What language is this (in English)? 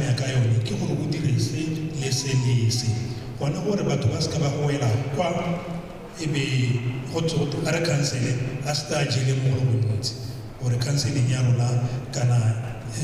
Tswana